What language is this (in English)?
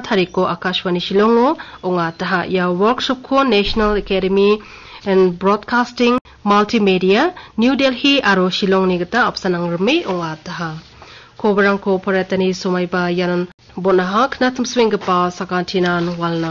Garo